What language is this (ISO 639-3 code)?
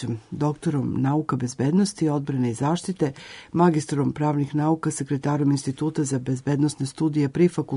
srp